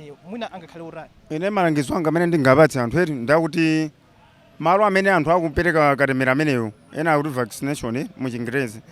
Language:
Nyanja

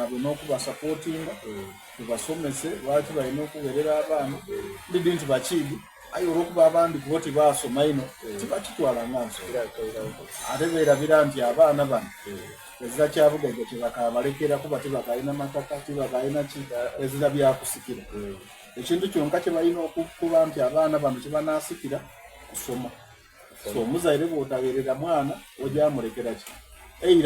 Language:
Soga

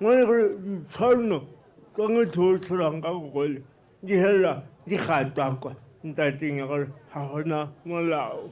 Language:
Tswana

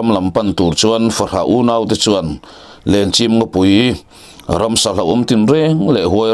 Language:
Mizo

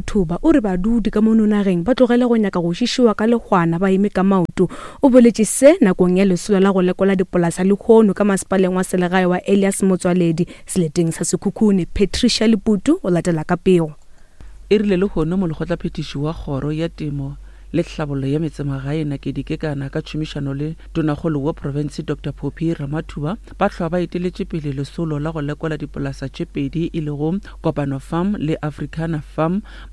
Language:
Northern Sotho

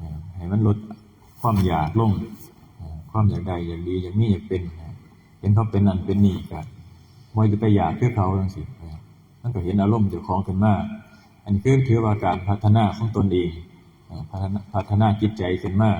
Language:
Northeastern Thai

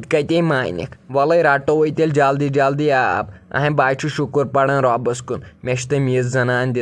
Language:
Kashmiri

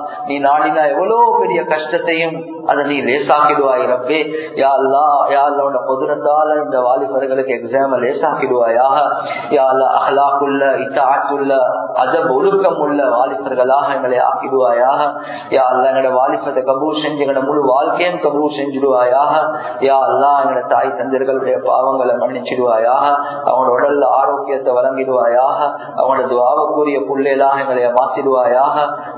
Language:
Tamil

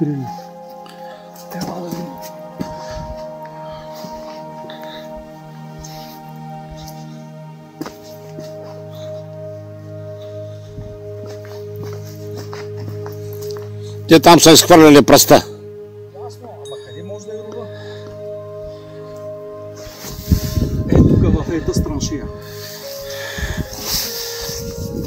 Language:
Bulgarian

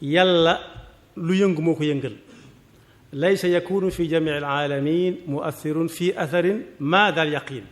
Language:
Wolof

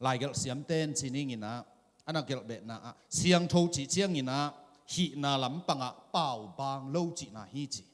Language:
Tedim Chin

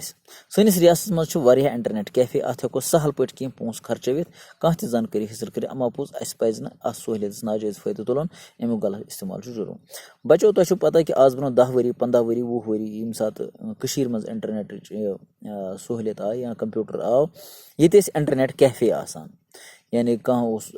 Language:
Kashmiri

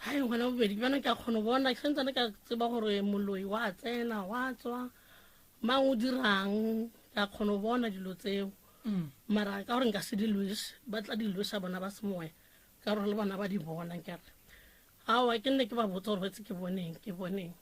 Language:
Northern Sotho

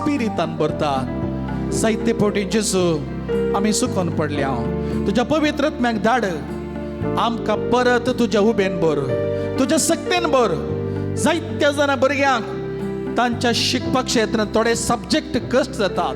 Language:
Konkani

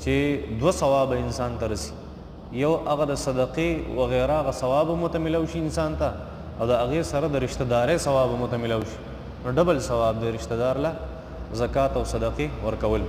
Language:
Pashto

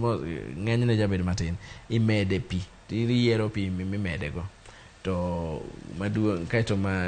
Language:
Luo (Kenya and Tanzania)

